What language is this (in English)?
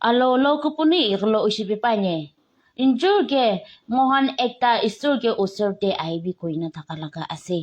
Naga Pidgin